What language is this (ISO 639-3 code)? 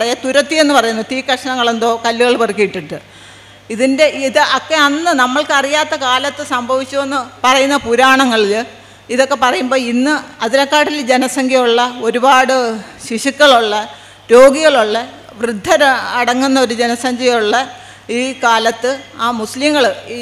mal